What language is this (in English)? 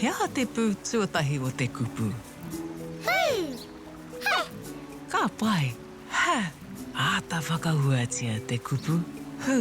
Māori